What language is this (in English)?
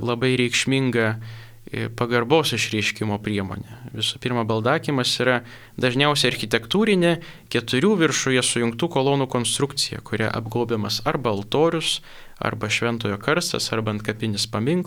Lithuanian